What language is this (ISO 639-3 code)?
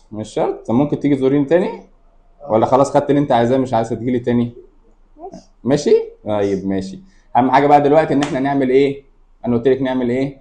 arz